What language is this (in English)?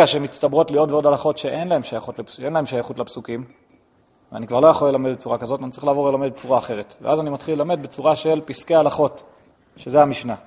Hebrew